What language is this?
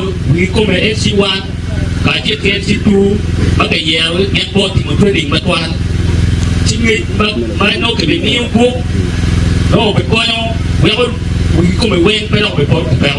Acoli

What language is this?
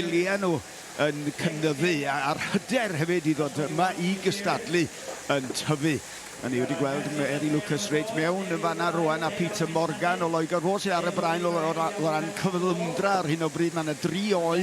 Welsh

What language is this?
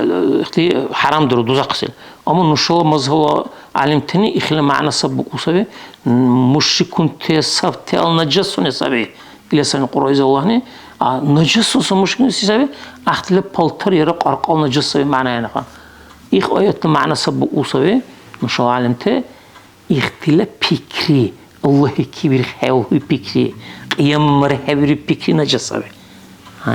Dargwa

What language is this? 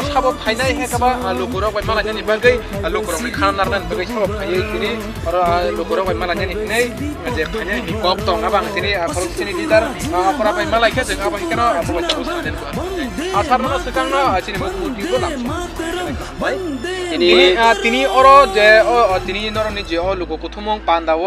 Kok Borok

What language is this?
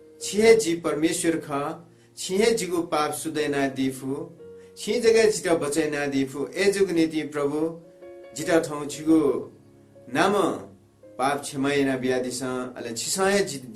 Newari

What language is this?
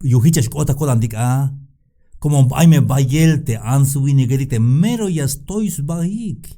Tzeltal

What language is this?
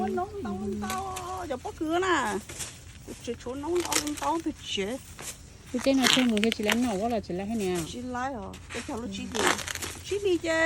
Hmong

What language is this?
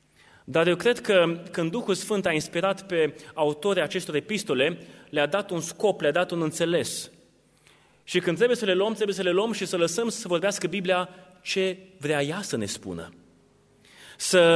Romanian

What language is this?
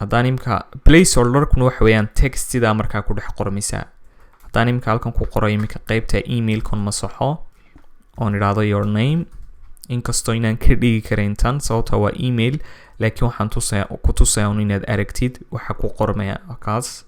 Somali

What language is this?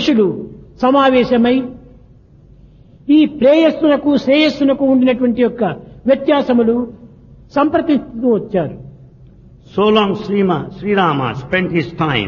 Telugu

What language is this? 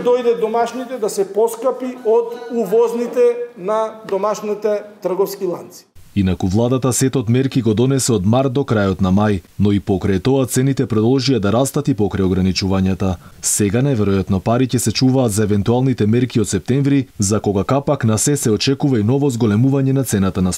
Macedonian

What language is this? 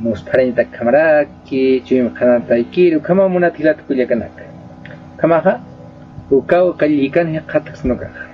Aymara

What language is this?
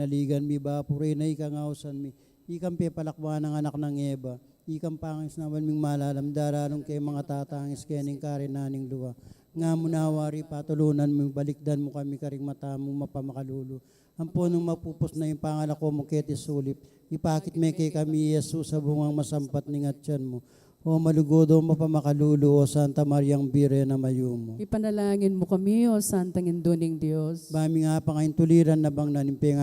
Pampanga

